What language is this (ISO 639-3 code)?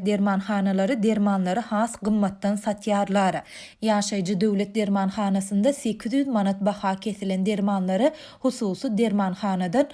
tuk